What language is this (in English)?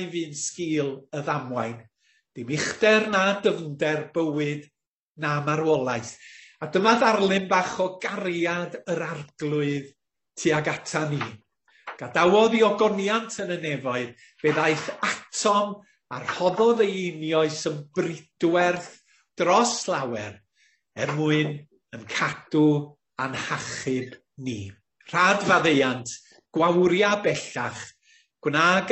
Welsh